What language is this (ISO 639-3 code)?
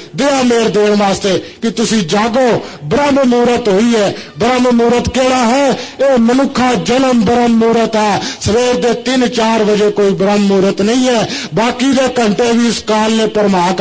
pan